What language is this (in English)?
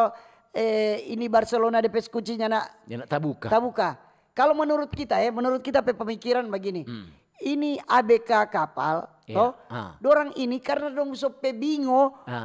Manado Malay